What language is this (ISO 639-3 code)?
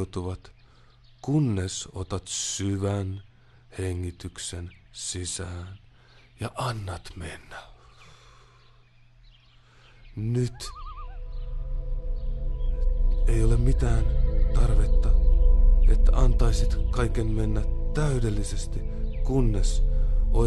fin